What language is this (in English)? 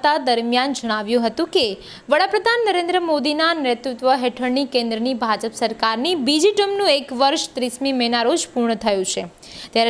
Gujarati